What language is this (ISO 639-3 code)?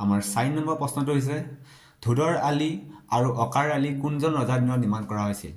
asm